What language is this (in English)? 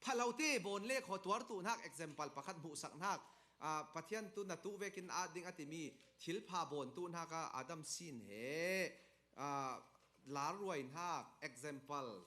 Falam Chin